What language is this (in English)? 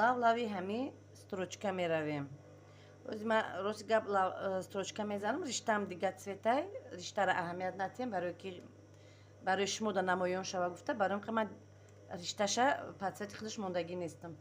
Tajik